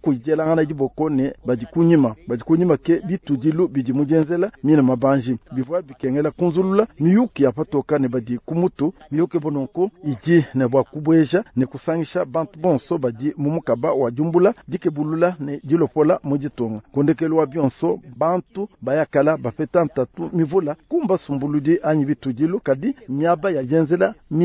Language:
Luba-Lulua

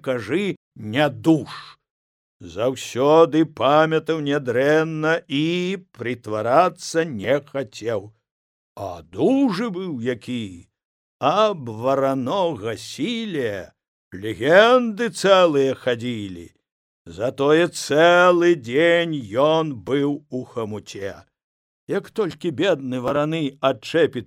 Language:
Belarusian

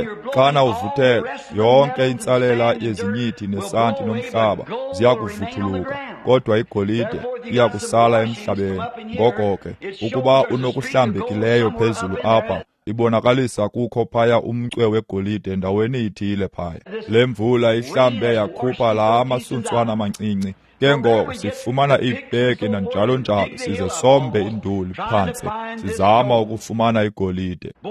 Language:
Xhosa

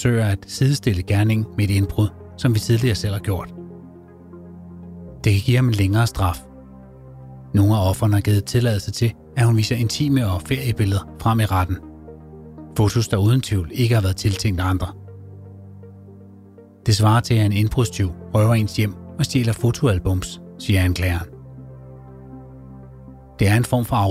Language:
Danish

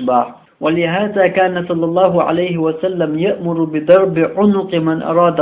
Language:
Chechen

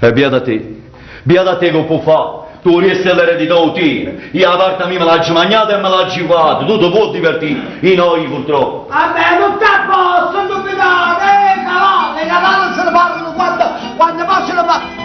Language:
Neapolitan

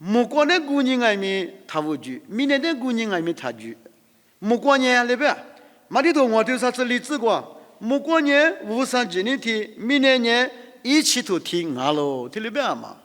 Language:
Lisu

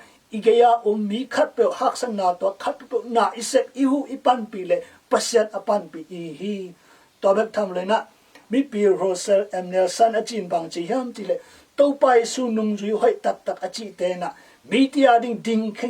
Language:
Tedim Chin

